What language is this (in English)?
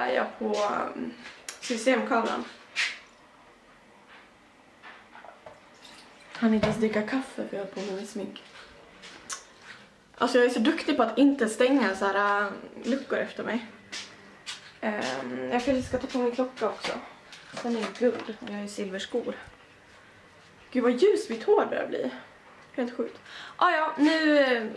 Swedish